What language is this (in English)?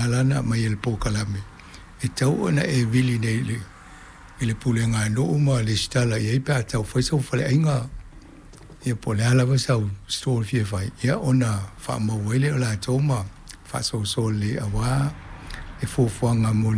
Samoan